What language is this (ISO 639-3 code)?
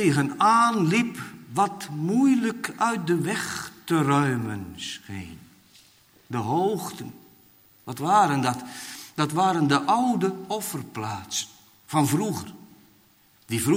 nld